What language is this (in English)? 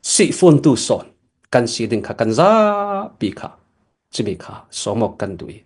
Falam Chin